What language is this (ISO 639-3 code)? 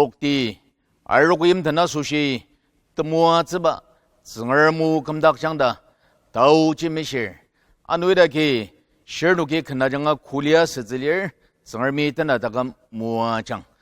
njo